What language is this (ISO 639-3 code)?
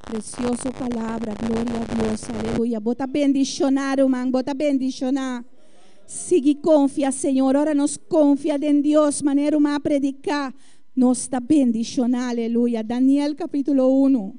pap